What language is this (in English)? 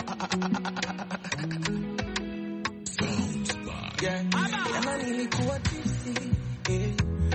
Swahili